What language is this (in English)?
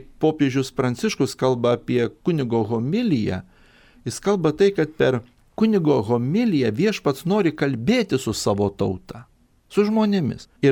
Lithuanian